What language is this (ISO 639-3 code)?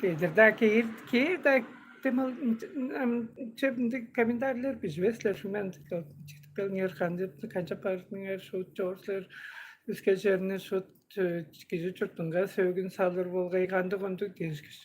tyv